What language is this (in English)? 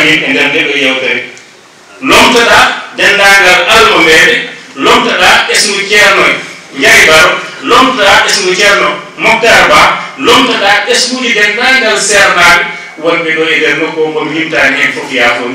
Fula